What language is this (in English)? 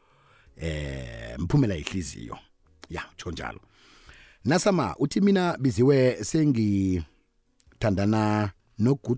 South Ndebele